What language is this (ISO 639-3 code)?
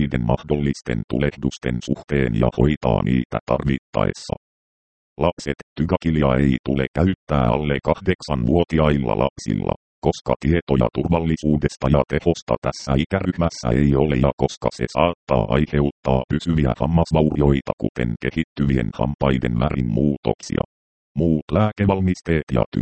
fin